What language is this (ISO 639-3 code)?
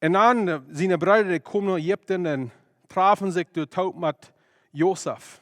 pdt